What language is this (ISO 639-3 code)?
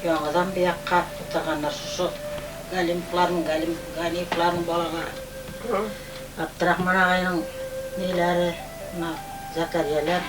bak